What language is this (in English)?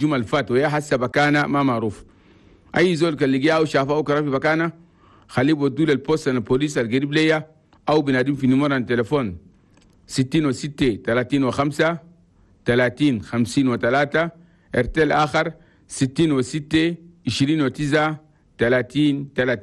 Chadian Arabic